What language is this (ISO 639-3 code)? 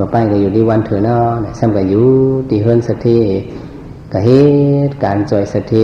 shn